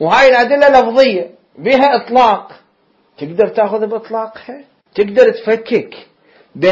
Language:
Mesopotamian Arabic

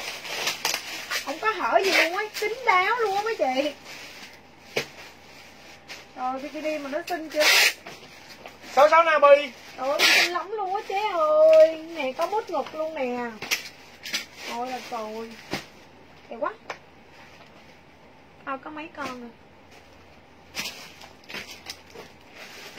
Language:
Vietnamese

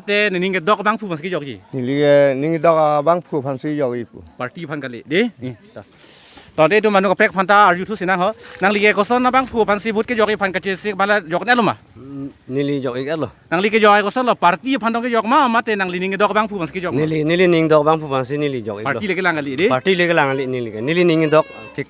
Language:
Karbi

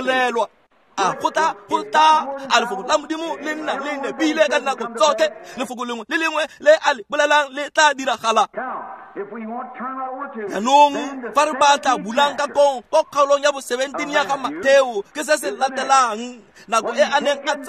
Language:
Tswana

